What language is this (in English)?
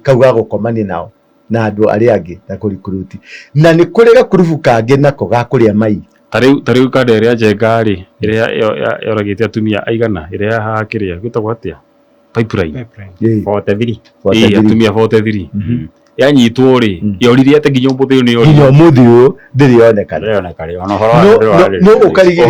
Kikuyu